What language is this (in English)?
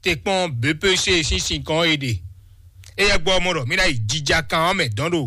Fon